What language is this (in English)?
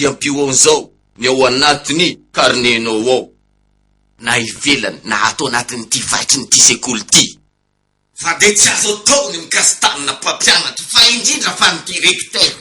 Malagasy